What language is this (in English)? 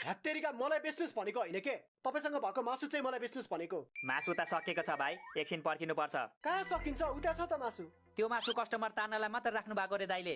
Nepali